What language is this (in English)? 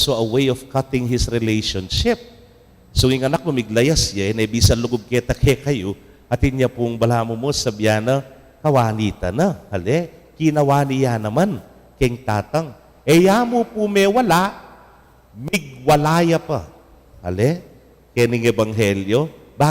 Pampanga